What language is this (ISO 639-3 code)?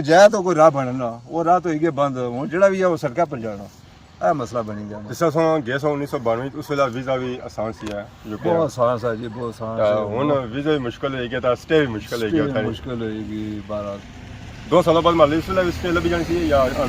phr